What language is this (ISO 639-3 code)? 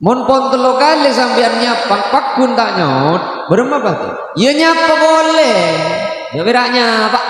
mad